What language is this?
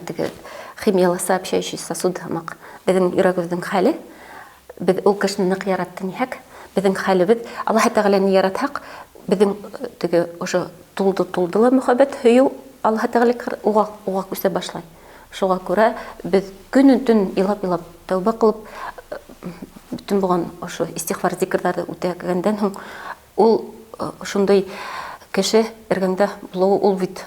Bashkir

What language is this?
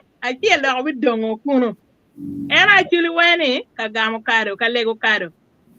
Acoli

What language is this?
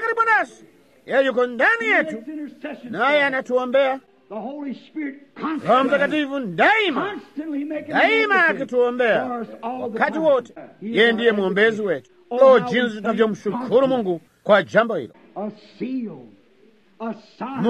Swahili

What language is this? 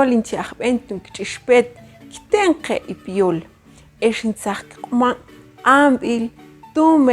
Mam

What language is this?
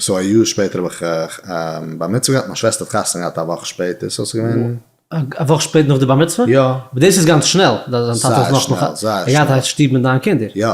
Yiddish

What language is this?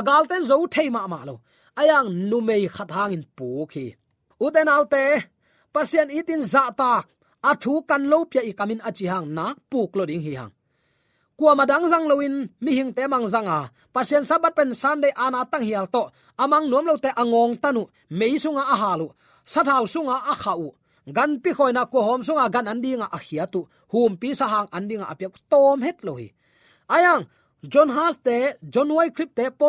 Tedim Chin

